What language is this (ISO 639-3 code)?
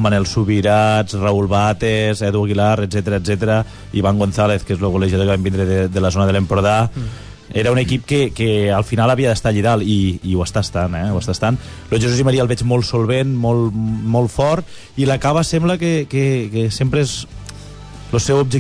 cat